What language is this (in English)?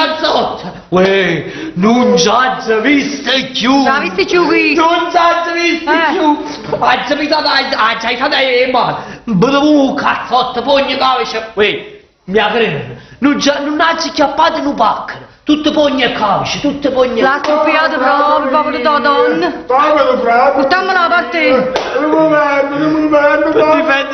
Neapolitan